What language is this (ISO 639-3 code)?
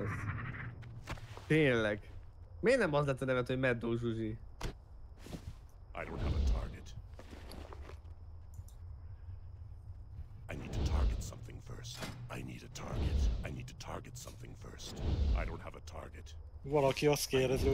hun